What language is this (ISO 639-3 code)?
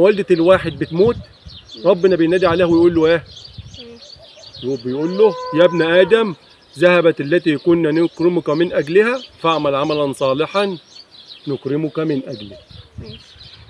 arz